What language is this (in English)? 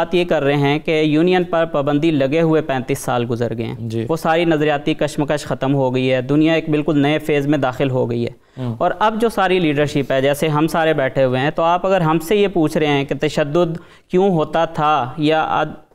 Urdu